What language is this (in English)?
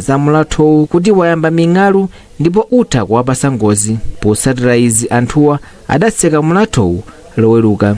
Nyanja